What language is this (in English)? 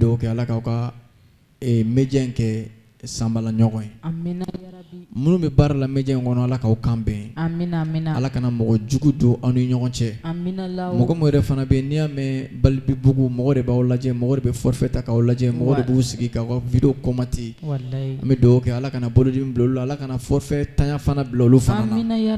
Bambara